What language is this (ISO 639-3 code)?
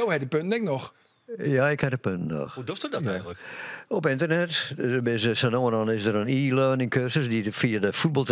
fry